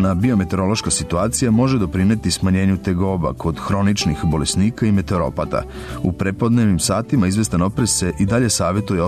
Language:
Serbian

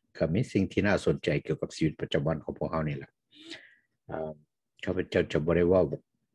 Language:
Thai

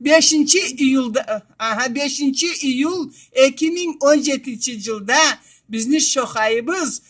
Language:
Karachay-Balkar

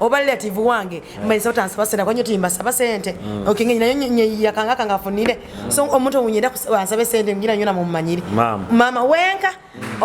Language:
Nyoro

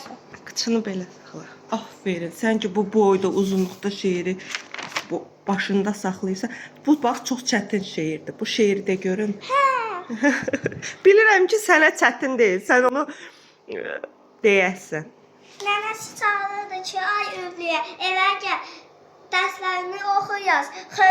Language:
Azerbaijani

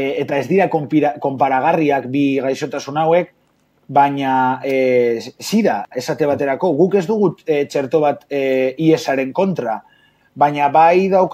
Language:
Basque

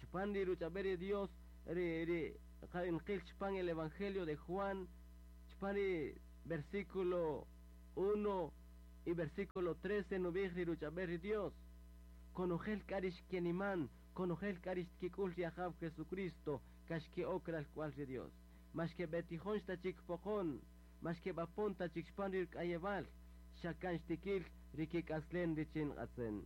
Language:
Kaqchikel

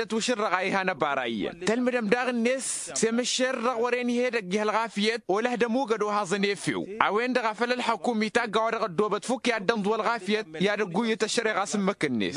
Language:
Tamasheq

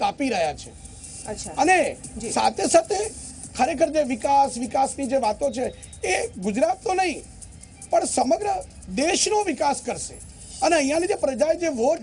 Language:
Gujarati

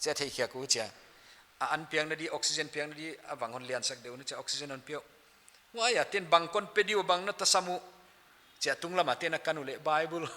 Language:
Paite Chin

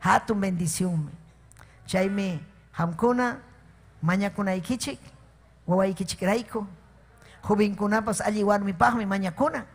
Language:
Ayacucho Quechua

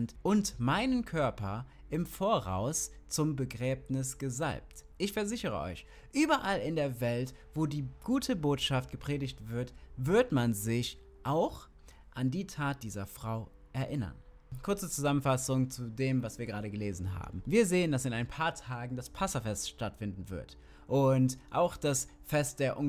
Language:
German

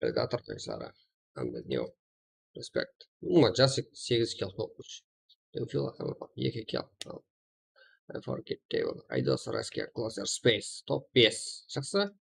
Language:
Kara-Kalpak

